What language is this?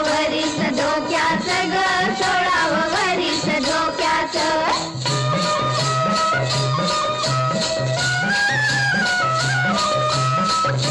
Marathi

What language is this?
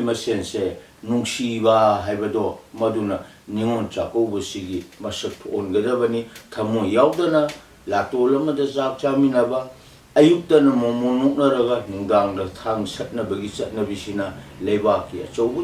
Manipuri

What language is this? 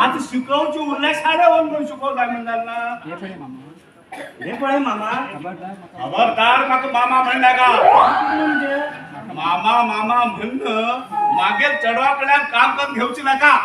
Konkani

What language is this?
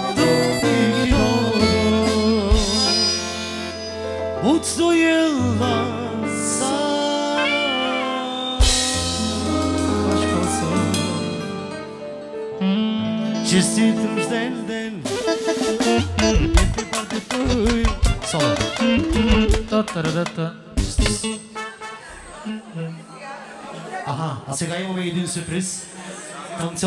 Bulgarian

